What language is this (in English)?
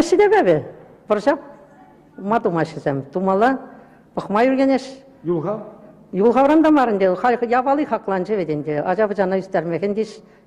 Chuvash